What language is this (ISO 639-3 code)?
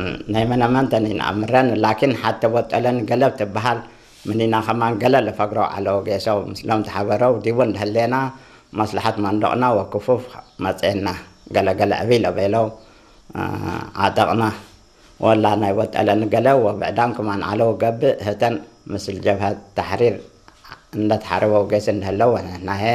tir